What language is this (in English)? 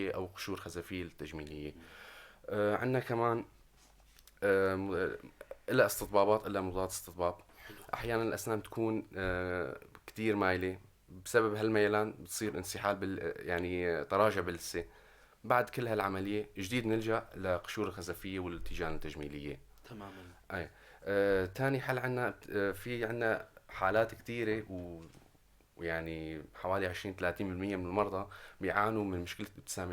North Levantine Arabic